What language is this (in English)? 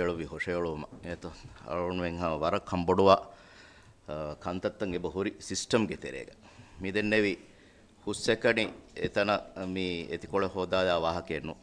Divehi